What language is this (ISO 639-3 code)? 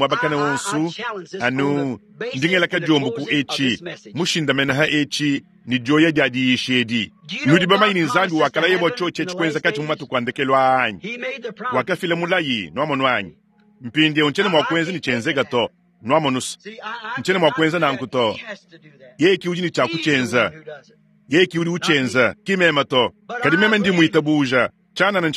lua